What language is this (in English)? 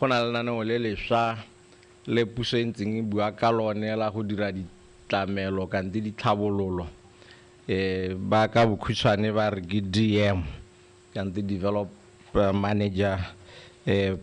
Tswana